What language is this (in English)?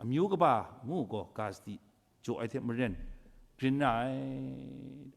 Kachin